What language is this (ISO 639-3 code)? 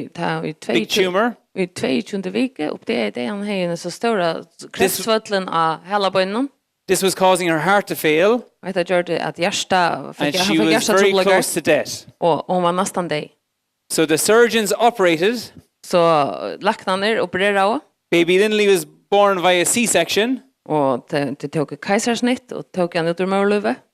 fao